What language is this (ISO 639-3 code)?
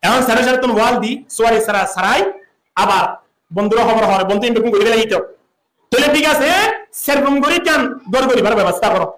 rhg